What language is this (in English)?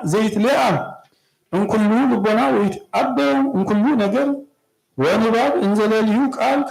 Geez